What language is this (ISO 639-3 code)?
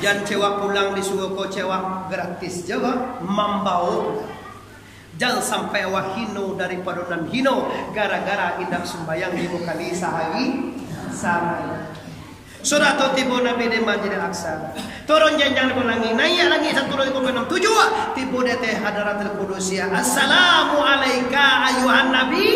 min